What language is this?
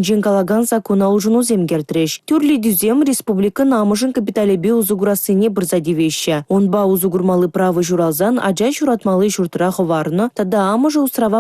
Chuvash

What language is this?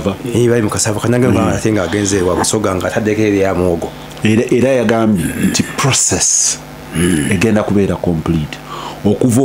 Ganda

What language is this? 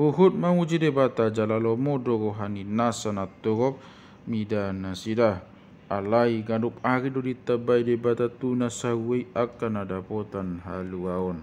Batak Toba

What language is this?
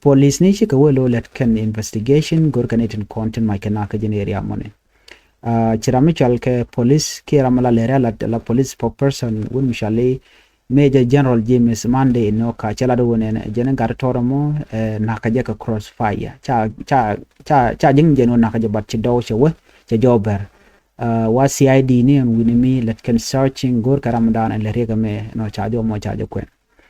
Nuer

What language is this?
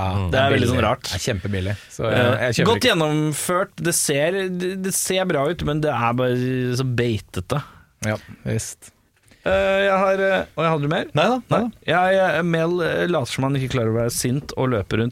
Norwegian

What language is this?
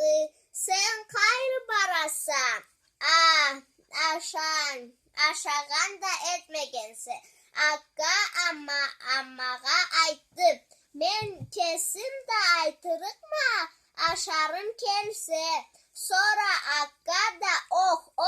Karachay-Balkar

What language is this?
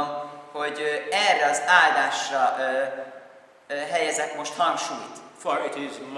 Hungarian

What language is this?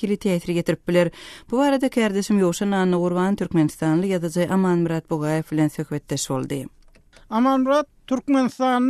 Turkmen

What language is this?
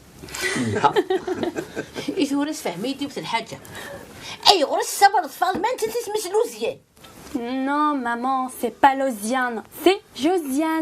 Kabyle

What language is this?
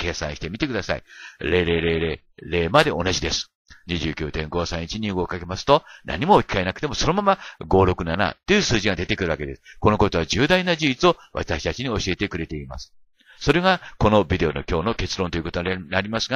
Japanese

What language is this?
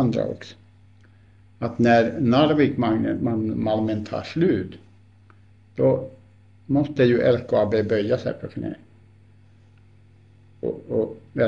Swedish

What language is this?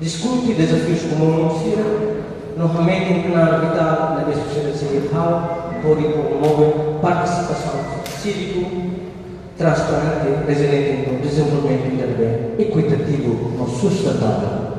Tetum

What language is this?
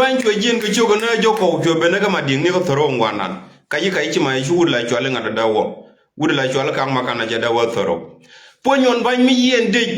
Nuer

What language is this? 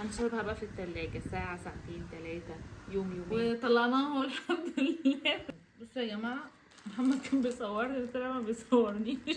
Egyptian Arabic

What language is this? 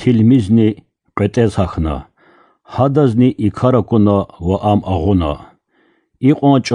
Lezghian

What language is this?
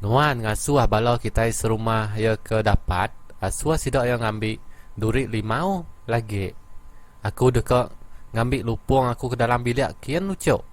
Iban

